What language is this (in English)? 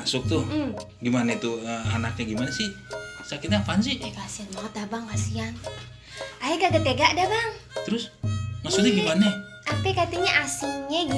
Betawi